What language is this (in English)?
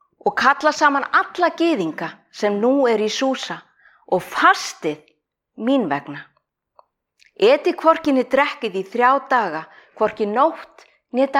Icelandic